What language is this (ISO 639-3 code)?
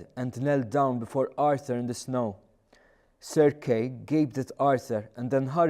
eng